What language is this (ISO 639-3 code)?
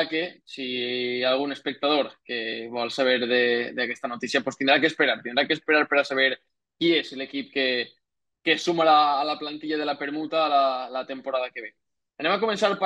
cat